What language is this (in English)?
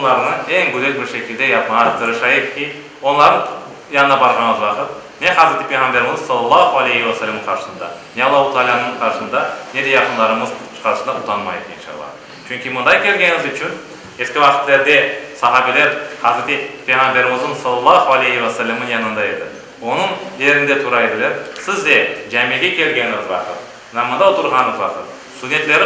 Crimean Tatar